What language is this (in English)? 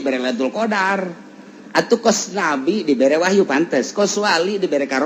Sundanese